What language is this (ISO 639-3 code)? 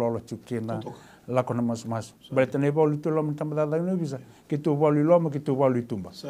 fij